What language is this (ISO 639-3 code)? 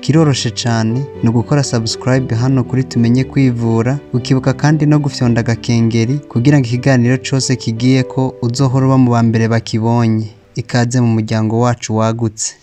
run